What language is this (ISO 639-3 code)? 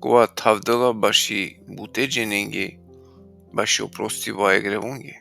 rmn